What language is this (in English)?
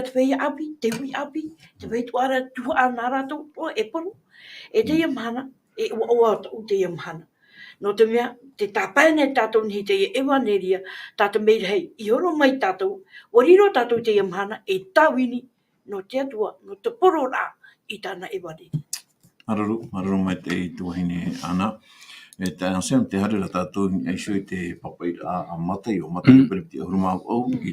Tahitian